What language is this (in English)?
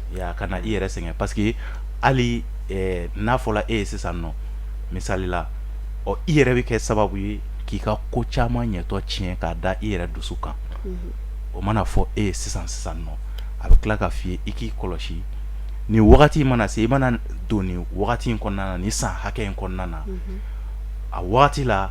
Bambara